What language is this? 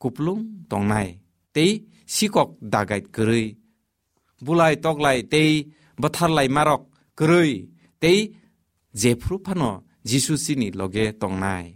Kok Borok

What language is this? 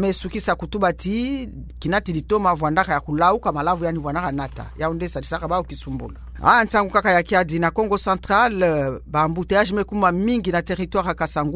Kituba (Democratic Republic of Congo)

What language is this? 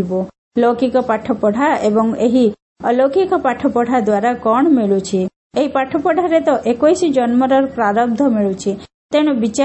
Odia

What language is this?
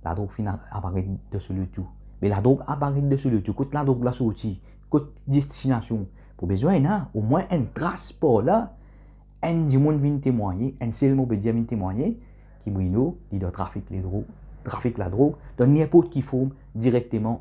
Morisyen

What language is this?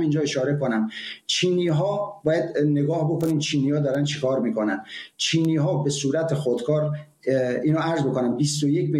Persian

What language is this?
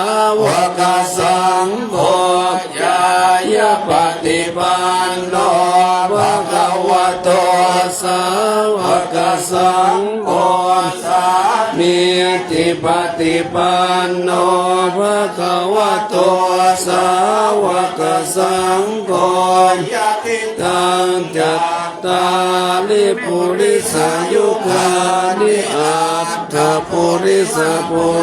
Pali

